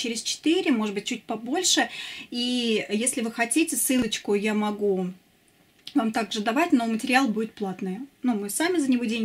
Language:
Russian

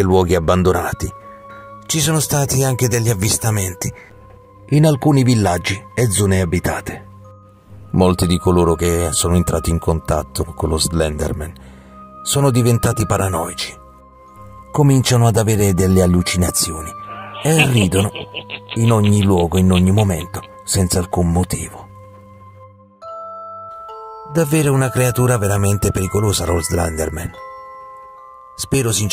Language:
Italian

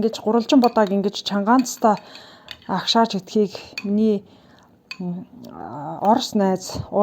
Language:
Mongolian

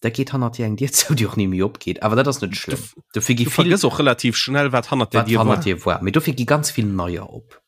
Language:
Luxembourgish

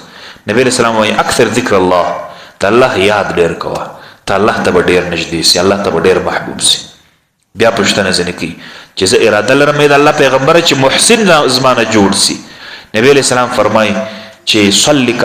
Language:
Pashto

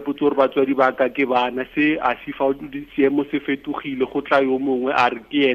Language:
Tswana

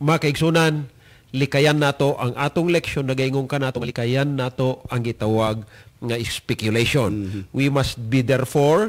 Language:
Cebuano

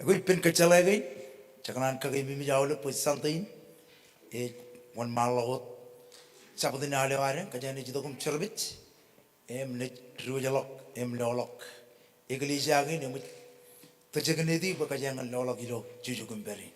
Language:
Marshallese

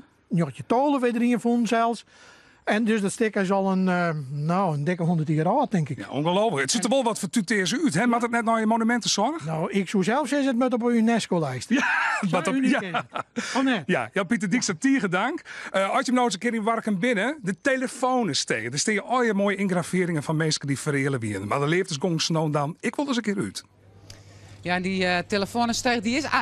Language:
Western Frisian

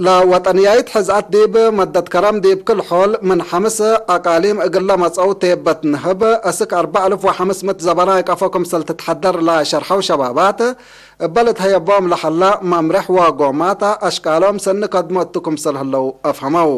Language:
Tigre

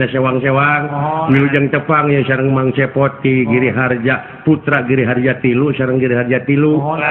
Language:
Sundanese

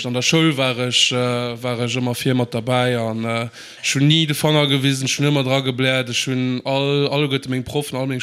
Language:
Luxembourgish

